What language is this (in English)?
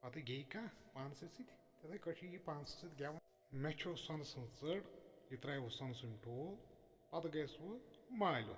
Kashmiri